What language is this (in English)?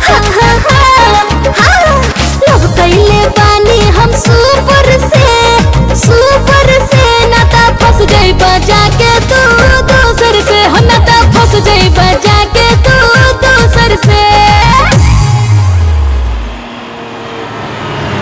Bhojpuri